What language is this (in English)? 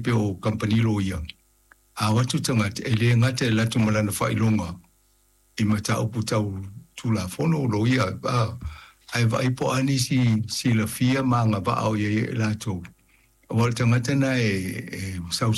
Samoan